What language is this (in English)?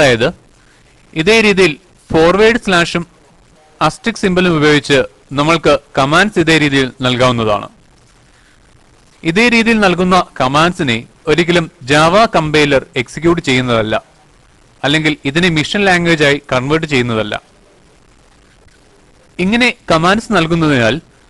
Malayalam